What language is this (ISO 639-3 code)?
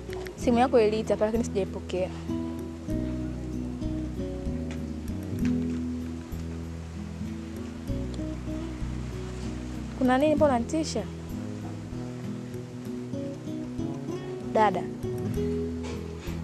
swa